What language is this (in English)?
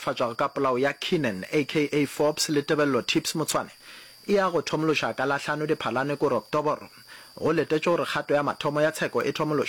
Northern Sotho